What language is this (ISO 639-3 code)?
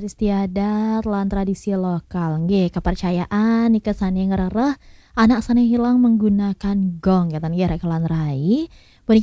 ban